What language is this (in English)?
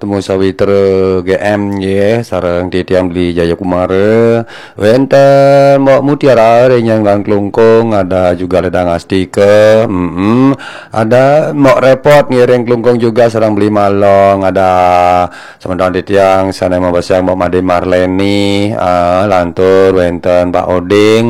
Balinese